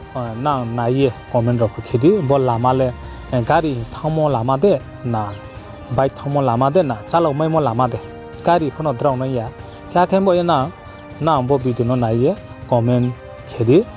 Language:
Riang (India)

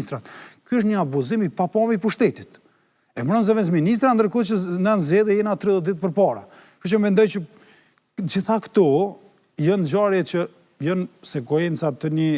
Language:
Albanian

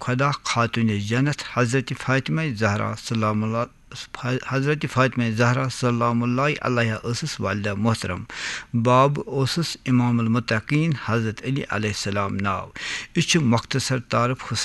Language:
Kashmiri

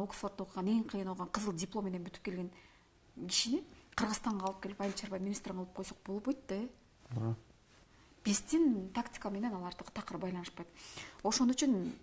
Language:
Kyrgyz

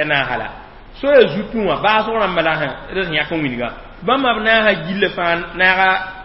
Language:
Mossi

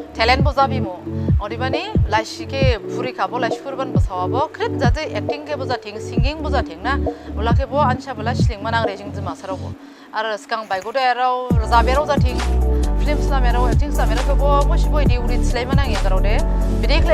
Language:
Dimasa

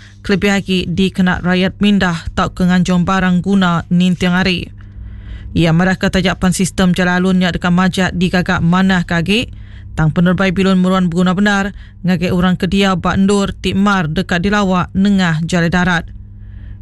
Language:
Iban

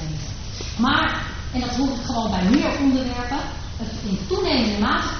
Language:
Dutch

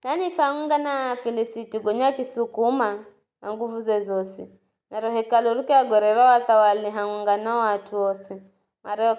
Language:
Giryama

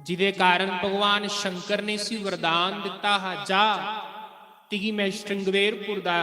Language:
Dogri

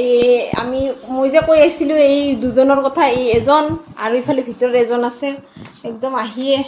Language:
Assamese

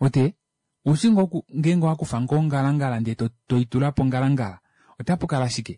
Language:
Kuanyama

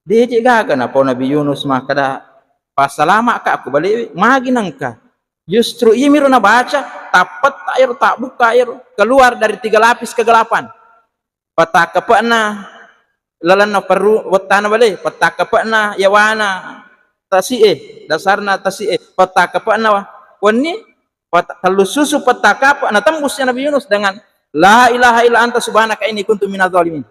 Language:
Buginese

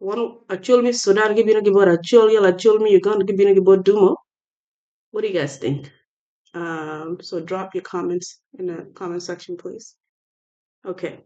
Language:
Acoli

